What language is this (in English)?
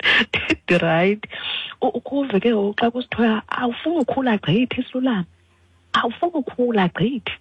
Xhosa